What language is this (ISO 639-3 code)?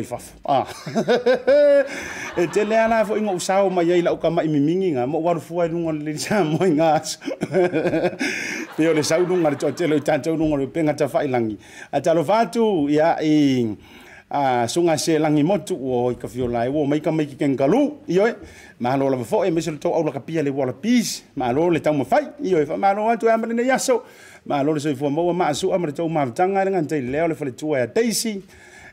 smo